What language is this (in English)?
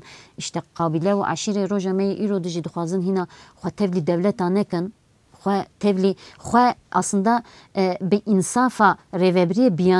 Kurdish